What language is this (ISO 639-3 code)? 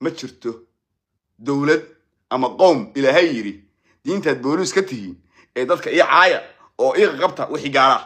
som